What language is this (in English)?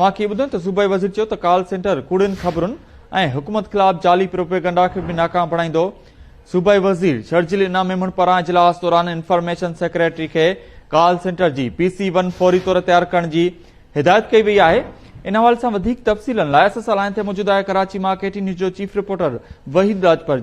Sindhi